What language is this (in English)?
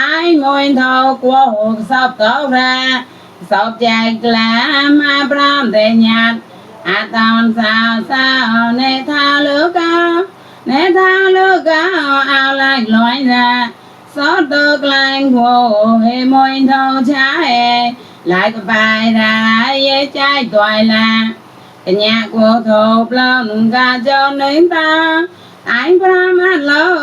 Mon